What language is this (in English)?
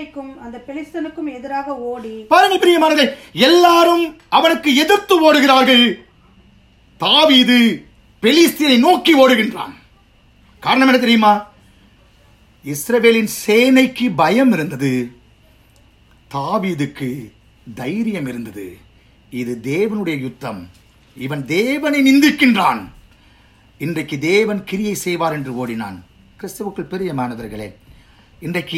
Tamil